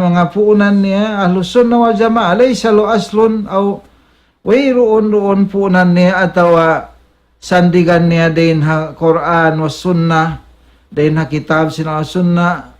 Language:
Tausug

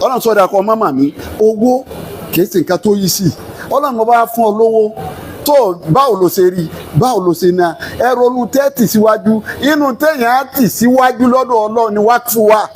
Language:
Yoruba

